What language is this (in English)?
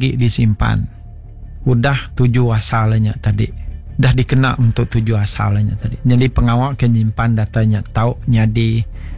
Iban